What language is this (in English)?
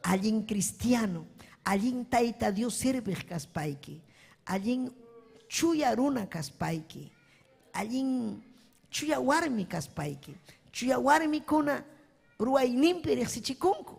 Ayacucho Quechua